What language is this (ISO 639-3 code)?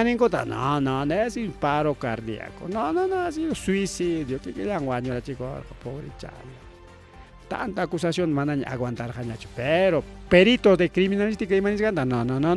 quy